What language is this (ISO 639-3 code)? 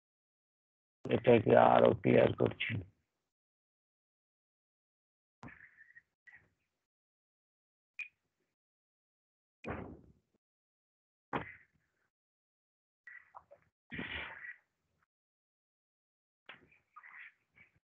ben